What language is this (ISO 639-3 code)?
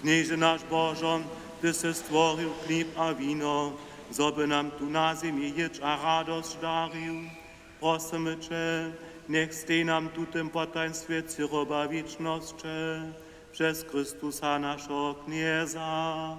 hsb